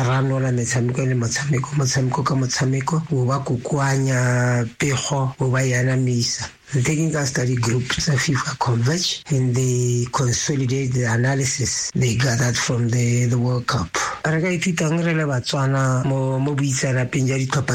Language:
Tswana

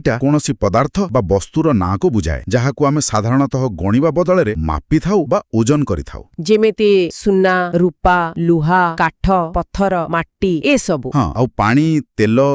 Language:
Odia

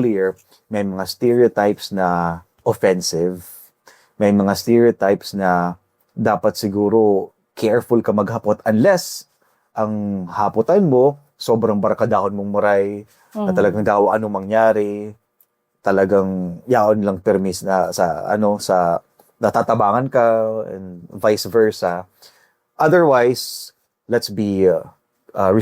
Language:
Bikol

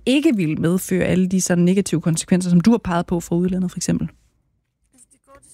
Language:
Danish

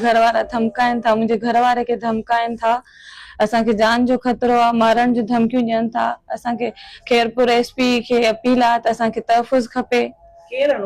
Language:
Sindhi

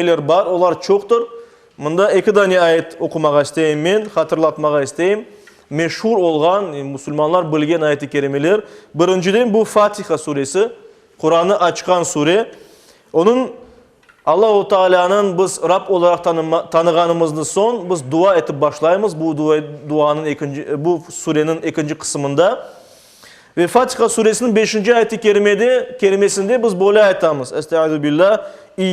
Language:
Crimean Tatar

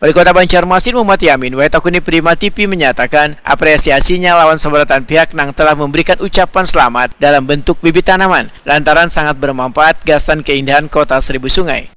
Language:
Banjar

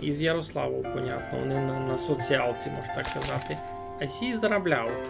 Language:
Rusyn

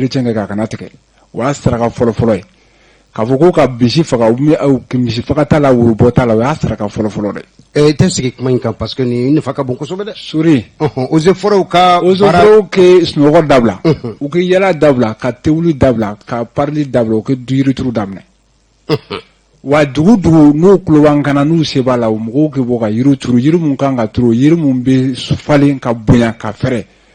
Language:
Bambara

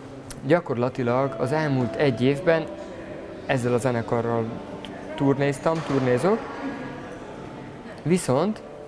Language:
Hungarian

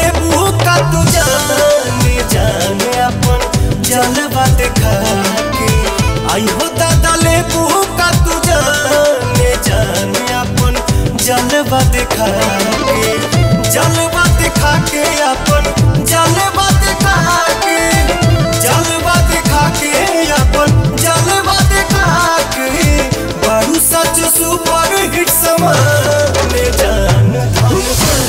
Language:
Bhojpuri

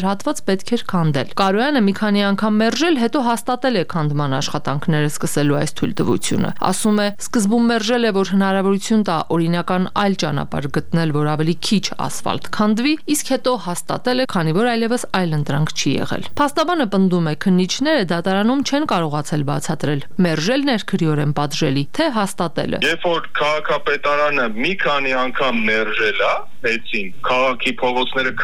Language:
Armenian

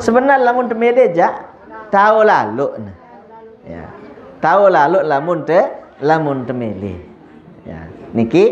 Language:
Sasak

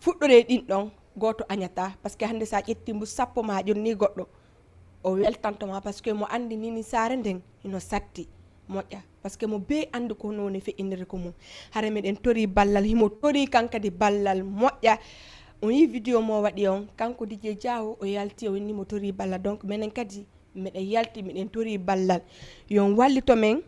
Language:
Fula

